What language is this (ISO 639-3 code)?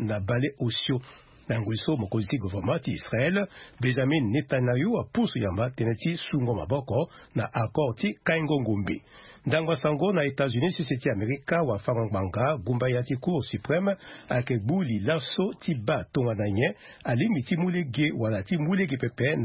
sag